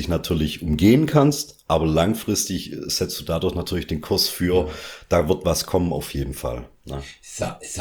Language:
German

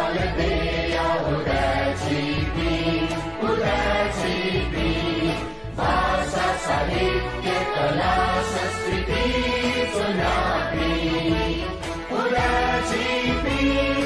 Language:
Newari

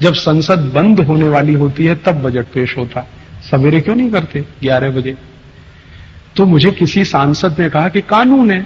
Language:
Hindi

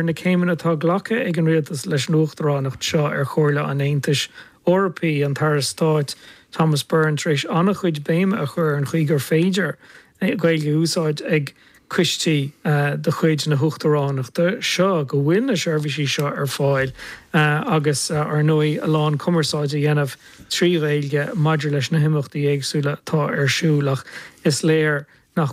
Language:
Irish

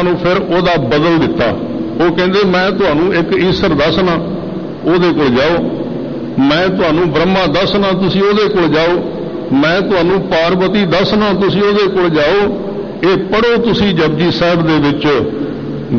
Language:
Punjabi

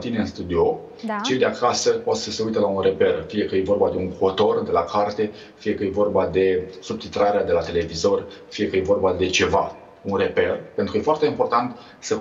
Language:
Romanian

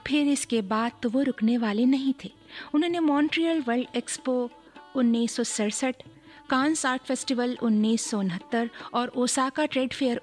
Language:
Hindi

